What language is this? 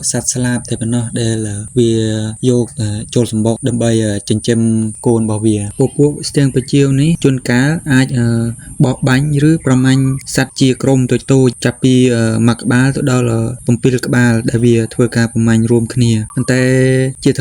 Khmer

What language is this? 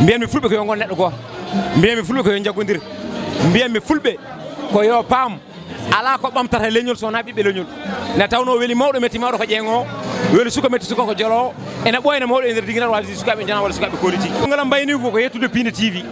Fula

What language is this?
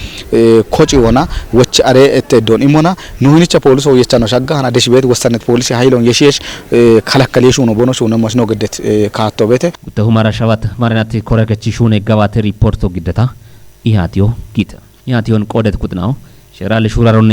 Kafa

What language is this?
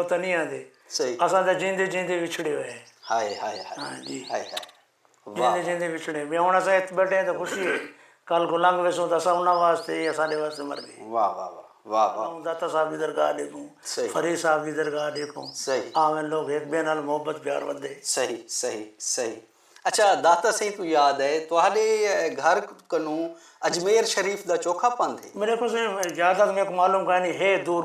Saraiki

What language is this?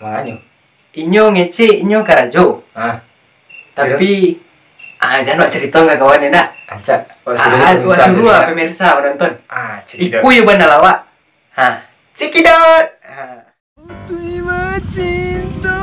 Minangkabau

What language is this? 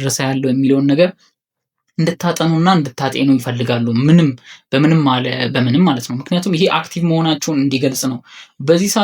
Amharic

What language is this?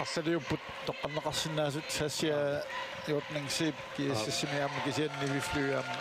Kalaallisut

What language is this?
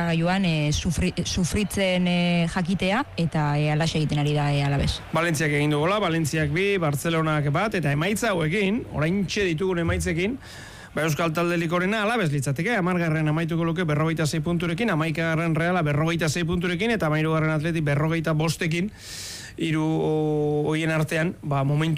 Basque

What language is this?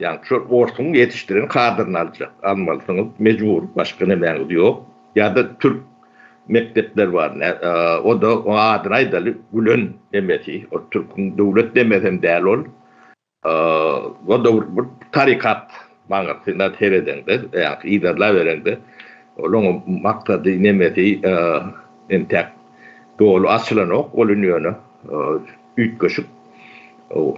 Turkmen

